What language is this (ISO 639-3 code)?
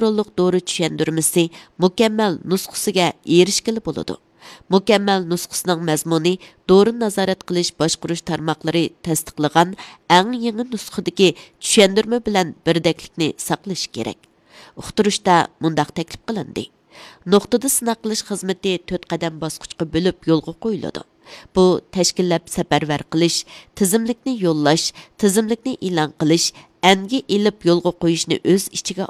uig